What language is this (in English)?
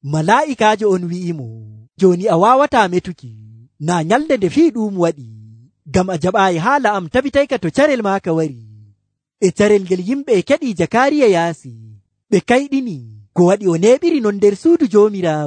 Nigerian Fulfulde